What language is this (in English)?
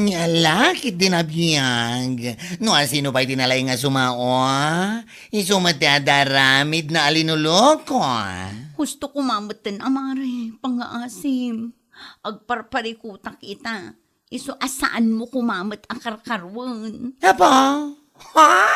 Iloko